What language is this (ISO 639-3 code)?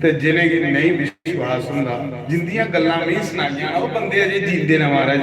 doi